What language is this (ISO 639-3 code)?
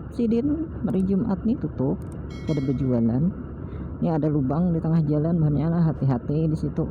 bjn